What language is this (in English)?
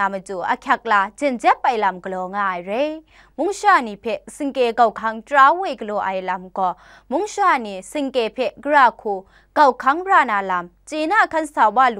Kachin